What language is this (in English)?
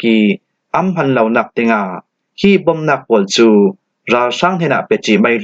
Falam Chin